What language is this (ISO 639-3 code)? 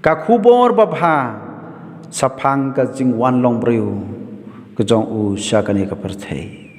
kha